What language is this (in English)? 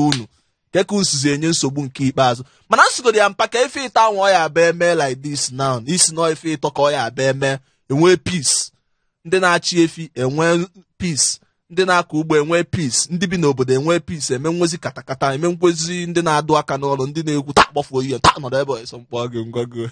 Igbo